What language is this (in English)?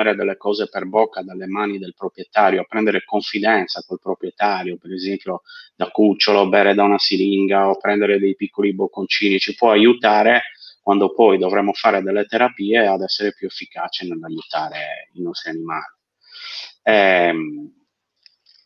Italian